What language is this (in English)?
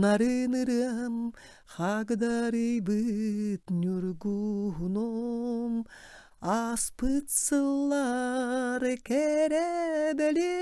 Yakut